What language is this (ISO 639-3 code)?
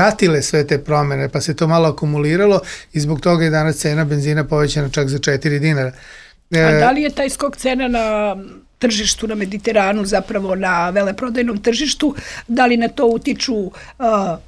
srp